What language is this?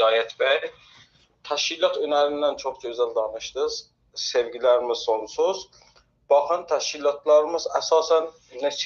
South Azerbaijani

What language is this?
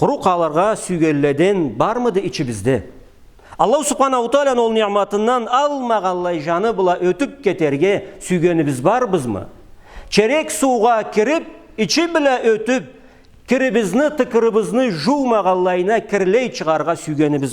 Karachay-Balkar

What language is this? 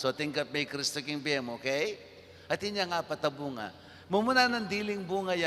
Pampanga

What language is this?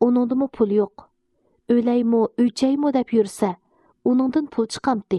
Uyghur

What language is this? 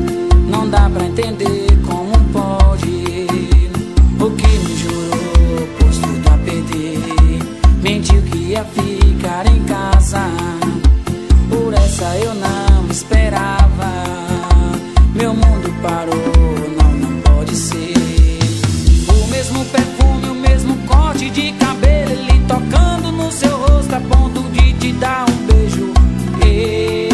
Portuguese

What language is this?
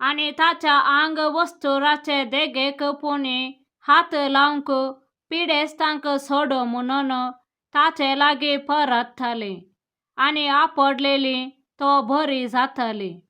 Konkani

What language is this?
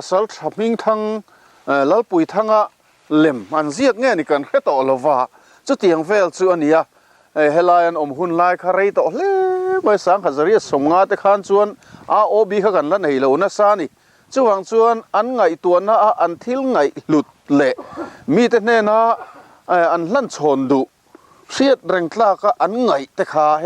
Mizo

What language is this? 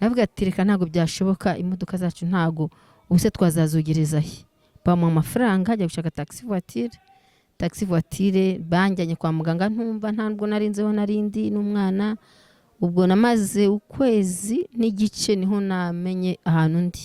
Kinyarwanda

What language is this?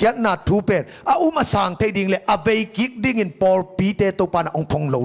Tedim Chin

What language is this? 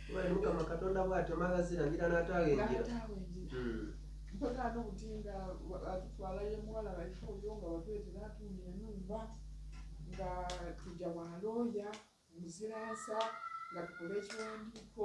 Soga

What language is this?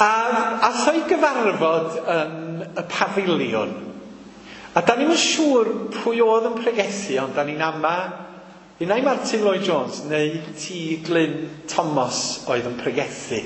Welsh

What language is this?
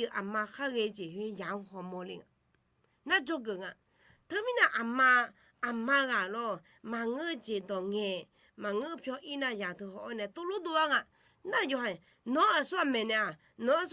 Akha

